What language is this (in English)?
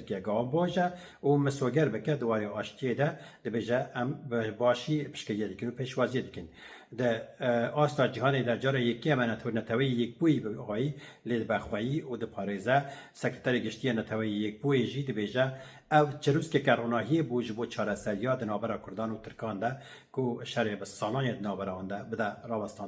Kurdish